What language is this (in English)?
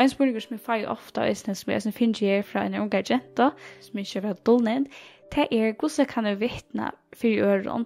Faroese